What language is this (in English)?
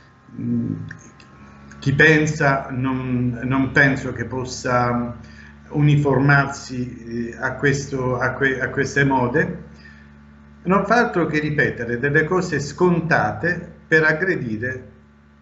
Italian